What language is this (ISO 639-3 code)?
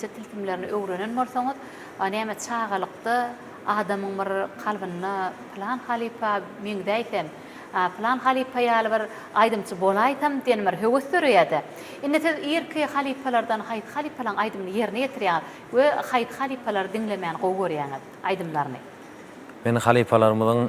tuk